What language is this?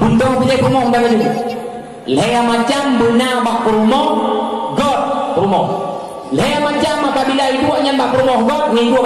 Achinese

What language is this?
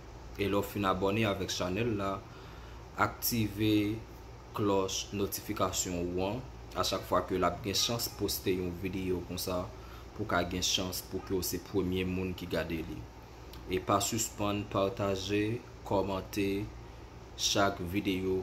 Haitian Creole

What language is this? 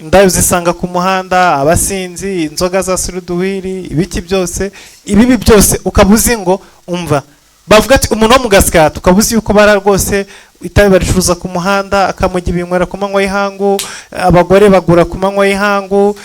Kinyarwanda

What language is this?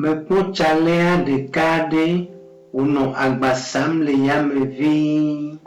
Ewe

